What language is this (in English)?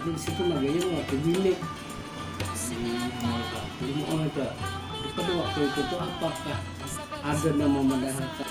Banjar